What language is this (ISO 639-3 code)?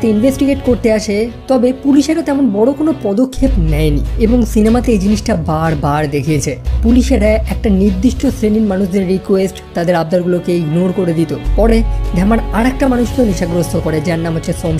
ben